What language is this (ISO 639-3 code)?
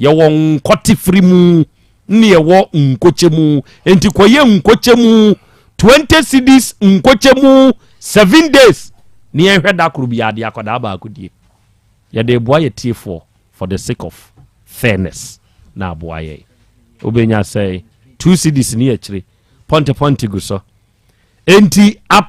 aka